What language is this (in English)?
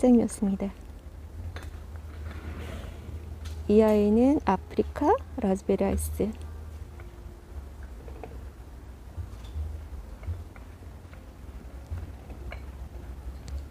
Korean